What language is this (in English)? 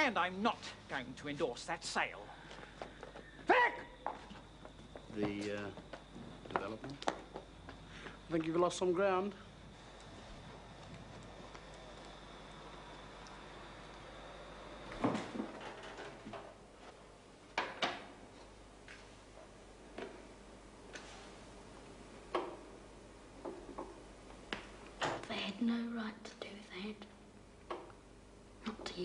English